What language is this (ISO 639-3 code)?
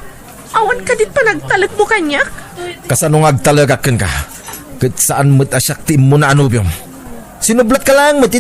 ilo